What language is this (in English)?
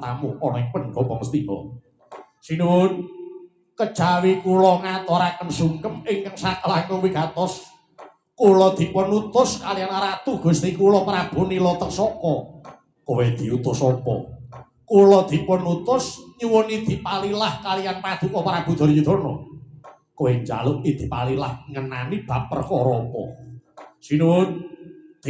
Javanese